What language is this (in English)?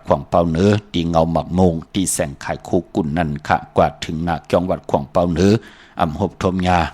Shan